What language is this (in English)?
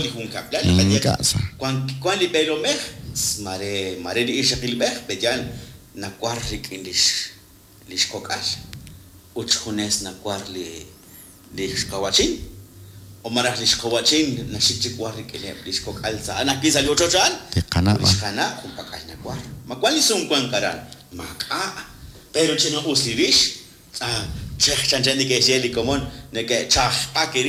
Kekchí